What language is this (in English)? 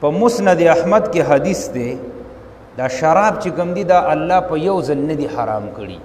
Pashto